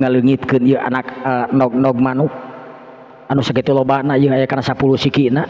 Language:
Sundanese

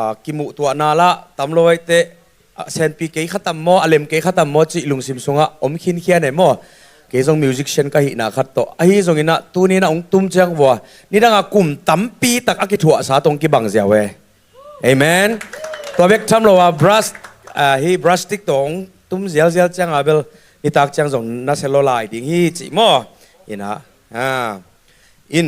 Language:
Tedim Chin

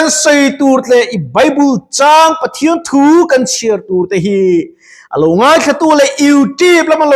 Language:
Mizo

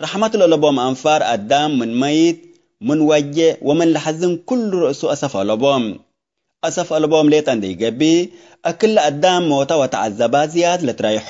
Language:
Tigre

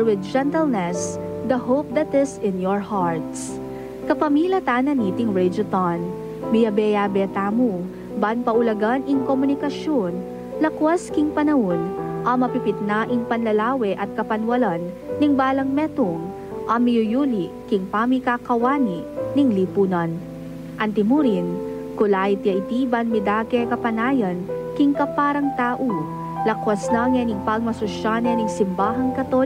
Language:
Pampanga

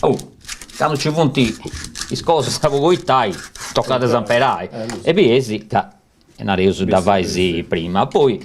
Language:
Sardinian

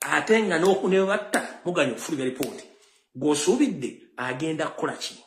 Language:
Ganda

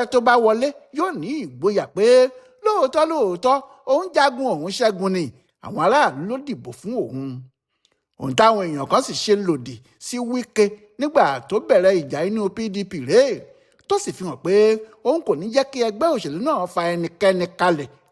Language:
Yoruba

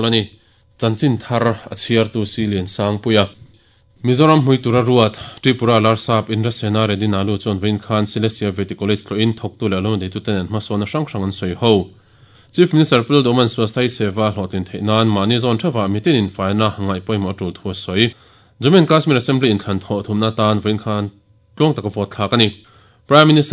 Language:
Mizo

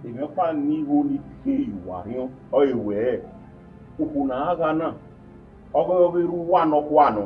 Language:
Bini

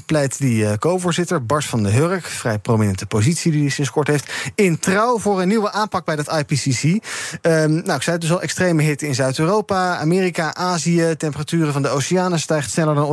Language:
Dutch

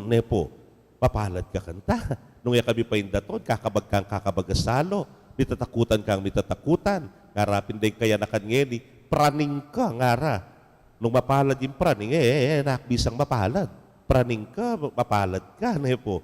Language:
Pampanga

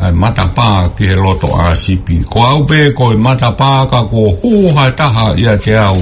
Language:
Tongan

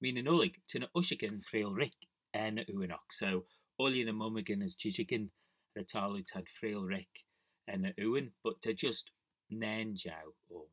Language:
Manx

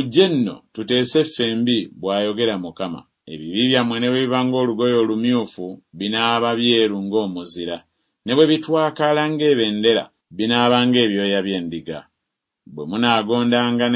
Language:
Ganda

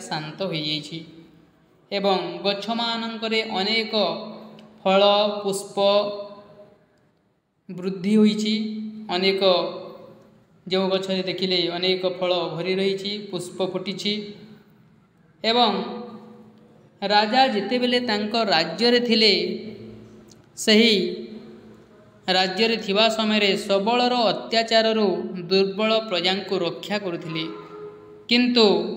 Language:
Odia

